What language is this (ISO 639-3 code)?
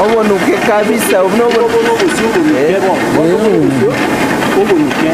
guz